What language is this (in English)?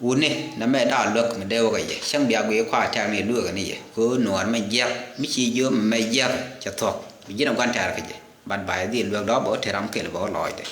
Nuer